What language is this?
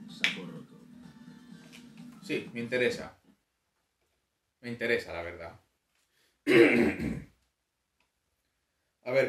Spanish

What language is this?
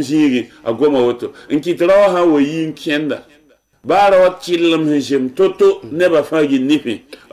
Mossi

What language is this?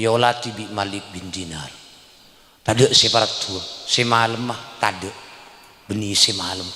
Madurese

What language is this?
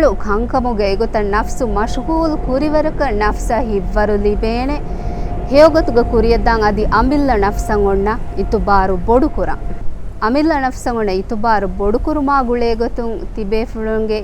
Divehi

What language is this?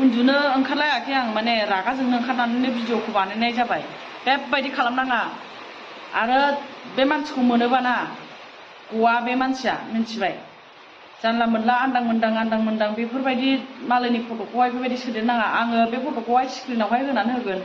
Bodo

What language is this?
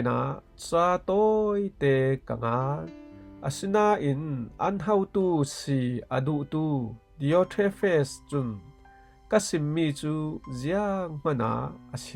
Falam Chin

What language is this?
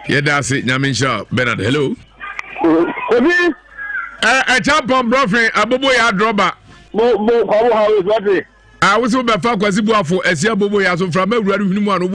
Akan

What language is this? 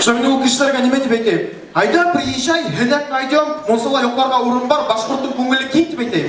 Bashkir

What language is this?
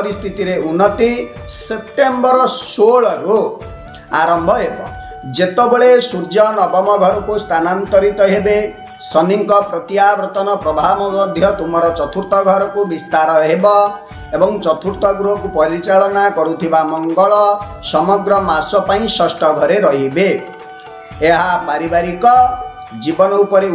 Odia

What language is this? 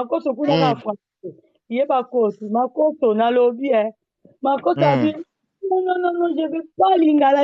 Lingala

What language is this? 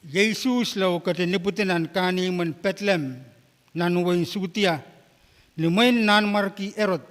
Pohnpeian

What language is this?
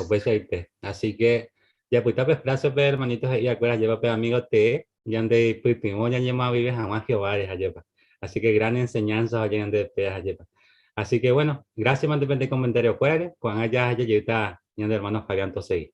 Guarani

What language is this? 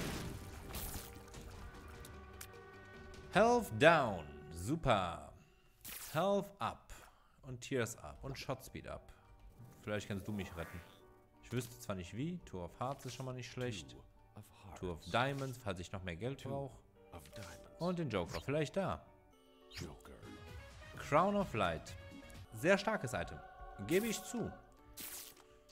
German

